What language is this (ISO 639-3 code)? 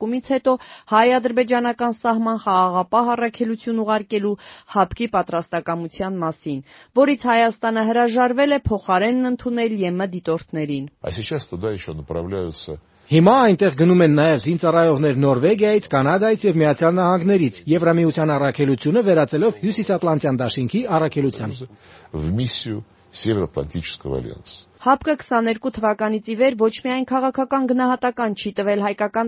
hye